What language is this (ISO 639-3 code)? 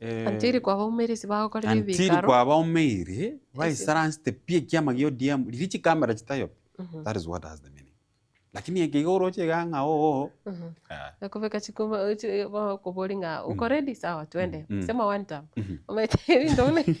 guz